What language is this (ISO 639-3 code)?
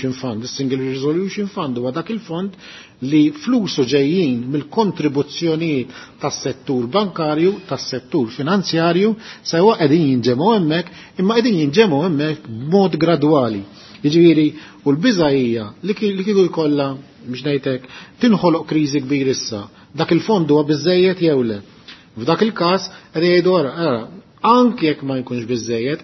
mlt